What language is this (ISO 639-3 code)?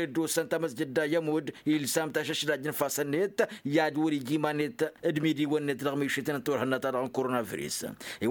taq